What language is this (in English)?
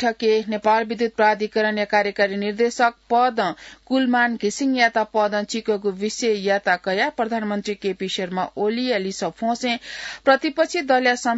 Newari